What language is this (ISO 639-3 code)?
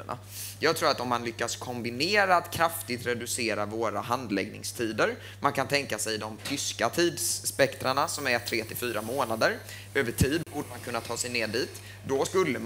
swe